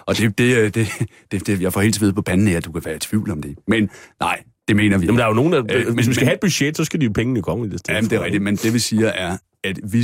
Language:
Danish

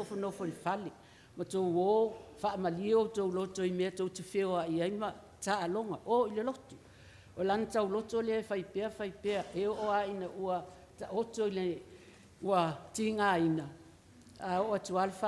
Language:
Samoan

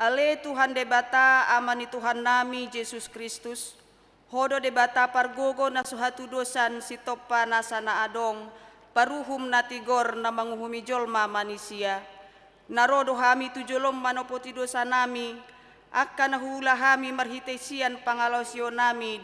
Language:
Batak Toba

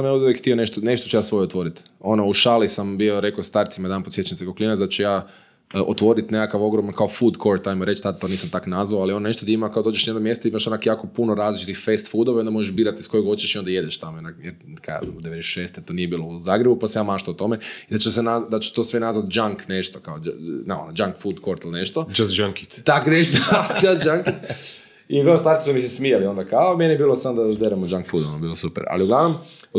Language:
Croatian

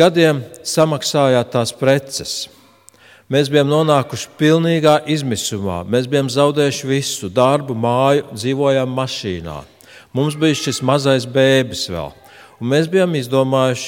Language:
Latvian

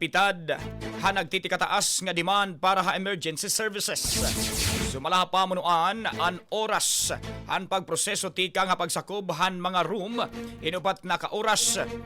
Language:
Waray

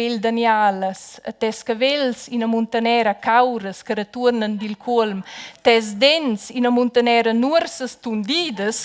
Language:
Romansh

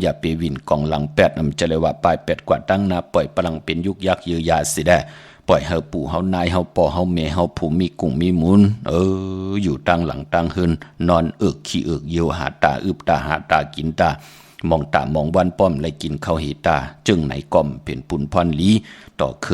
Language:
Shan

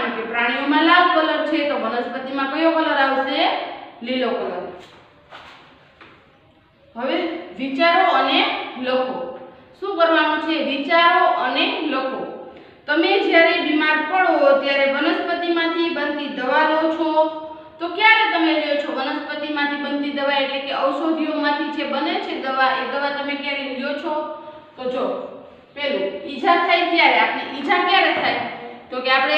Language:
Gujarati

